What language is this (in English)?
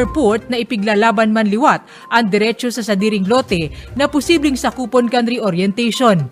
Bikol